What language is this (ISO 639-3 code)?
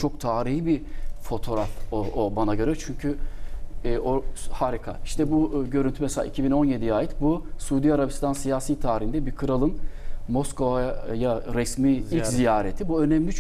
tur